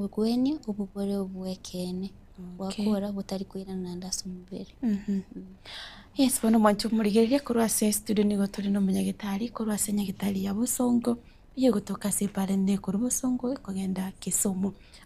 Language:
Gusii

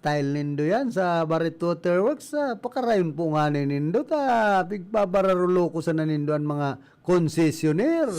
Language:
Bikol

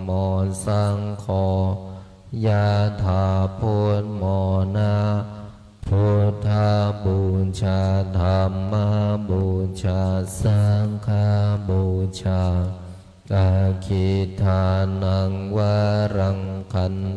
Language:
Pali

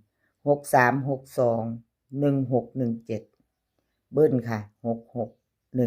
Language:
Northeastern Thai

